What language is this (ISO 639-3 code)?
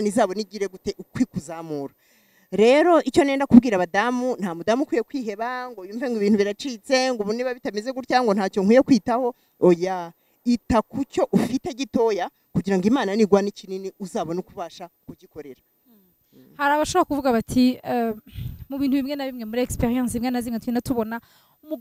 kin